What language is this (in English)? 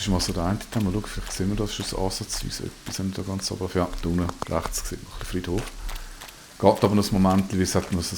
Swiss German